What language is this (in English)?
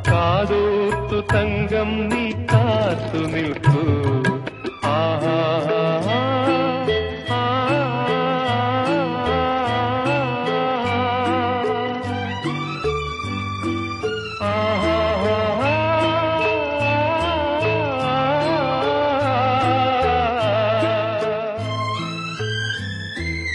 Malayalam